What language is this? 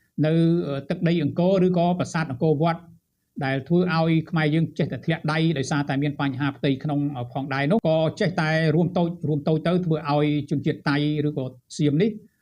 Khmer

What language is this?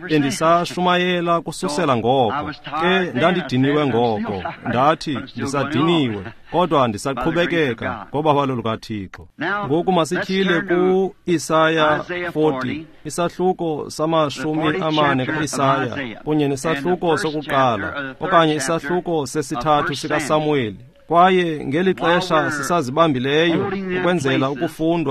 Xhosa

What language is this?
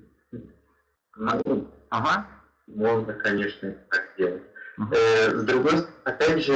Russian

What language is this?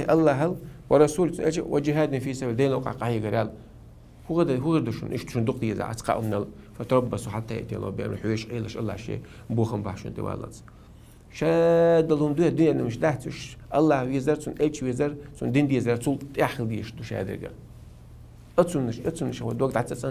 Chechen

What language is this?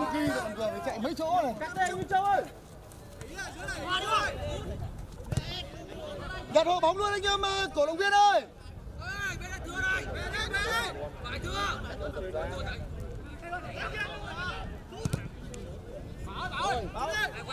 Vietnamese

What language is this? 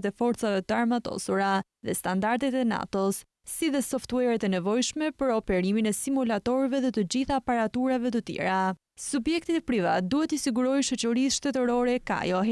Albanian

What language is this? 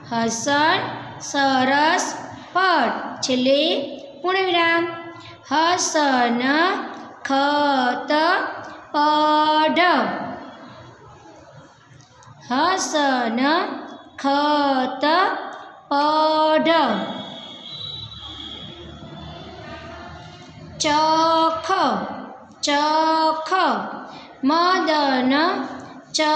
Gujarati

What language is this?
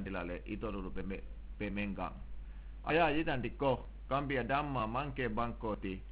Mandingo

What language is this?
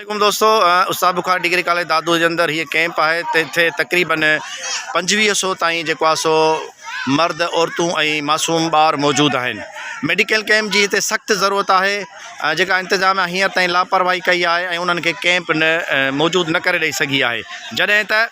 Sindhi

